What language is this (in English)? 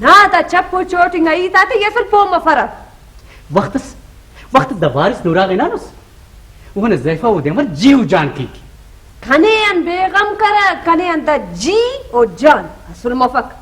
Brahui